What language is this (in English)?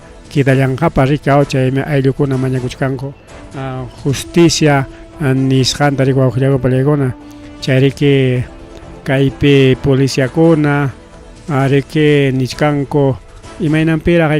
Ayacucho Quechua